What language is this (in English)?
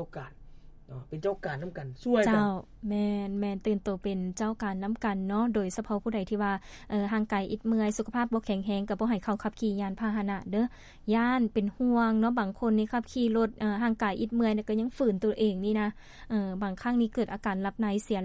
Lao